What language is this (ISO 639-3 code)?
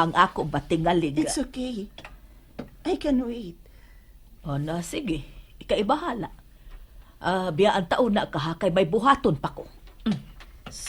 ceb